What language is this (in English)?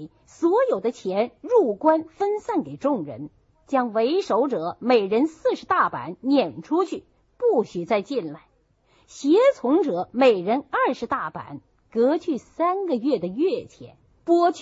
Chinese